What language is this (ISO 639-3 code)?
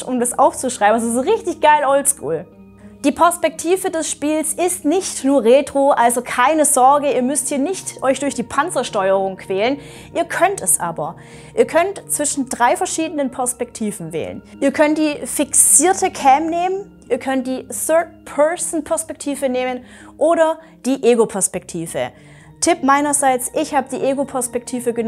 deu